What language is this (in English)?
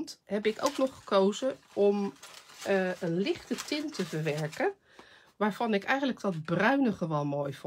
Dutch